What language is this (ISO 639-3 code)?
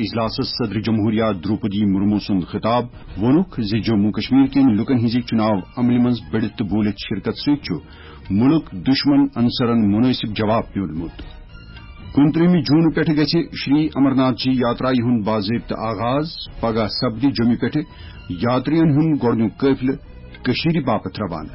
kas